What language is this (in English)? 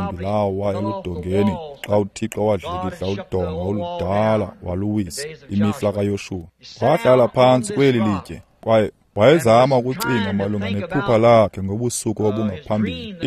Xhosa